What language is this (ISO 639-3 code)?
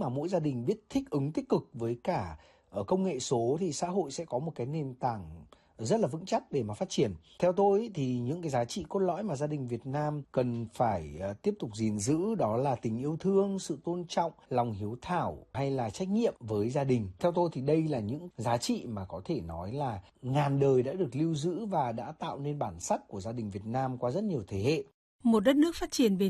vie